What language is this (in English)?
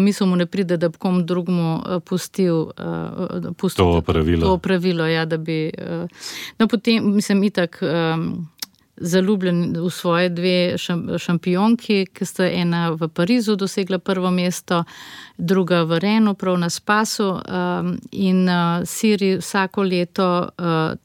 Slovenian